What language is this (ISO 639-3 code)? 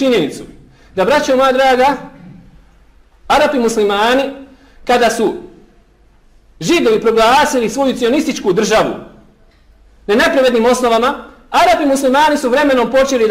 bos